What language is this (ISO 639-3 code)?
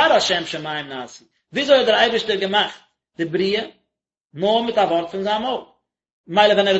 yid